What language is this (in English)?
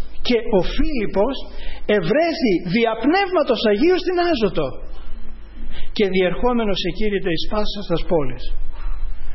Greek